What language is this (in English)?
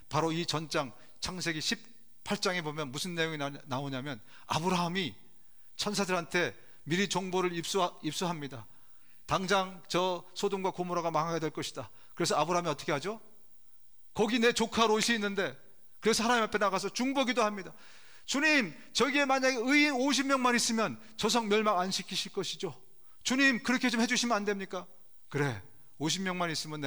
Korean